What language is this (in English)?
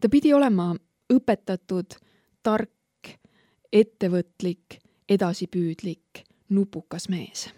Estonian